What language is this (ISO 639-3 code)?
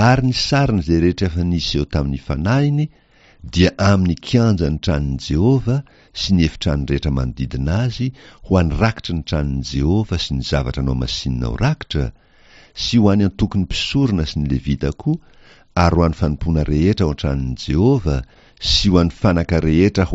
mlg